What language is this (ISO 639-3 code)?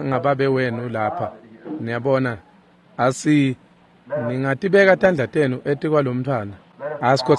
ssw